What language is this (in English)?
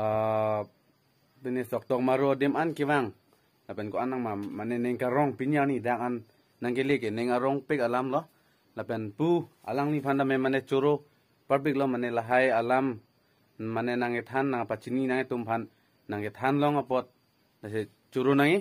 Karbi